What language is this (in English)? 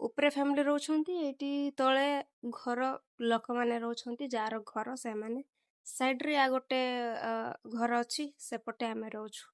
Odia